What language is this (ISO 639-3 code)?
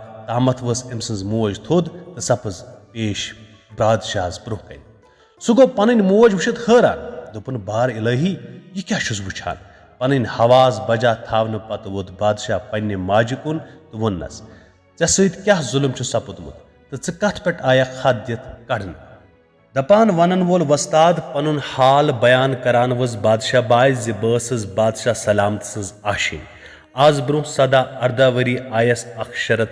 kas